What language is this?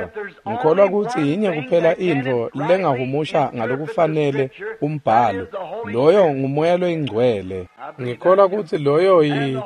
Swati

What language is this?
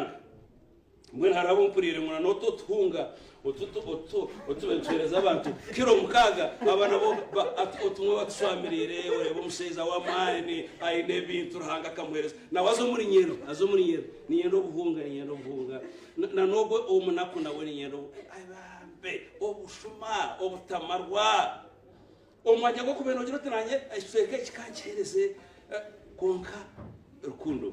Nyankole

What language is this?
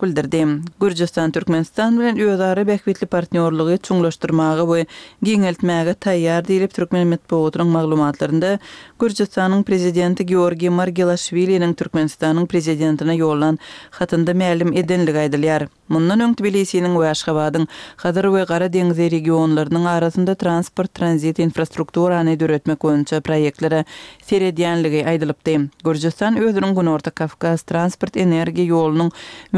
Kyrgyz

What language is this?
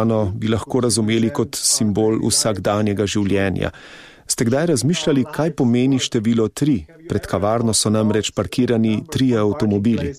Slovenian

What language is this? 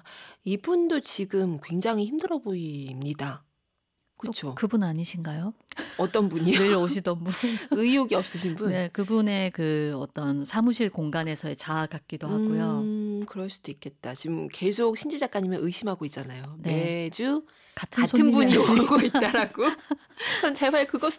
Korean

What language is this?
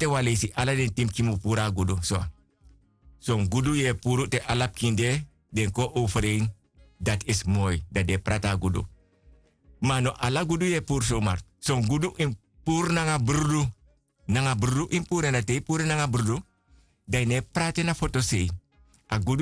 Sranan Tongo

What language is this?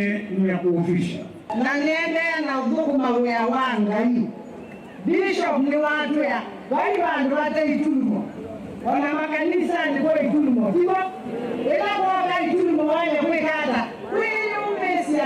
Kamba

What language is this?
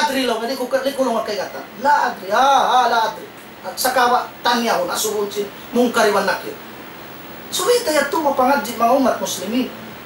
Tausug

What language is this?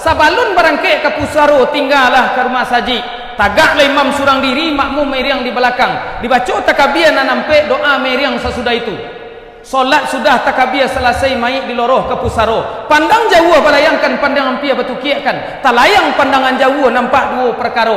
Minangkabau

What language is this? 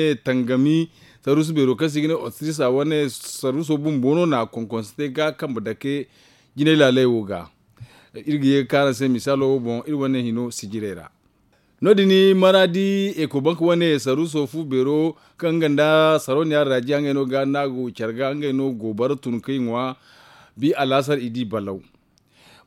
Zarma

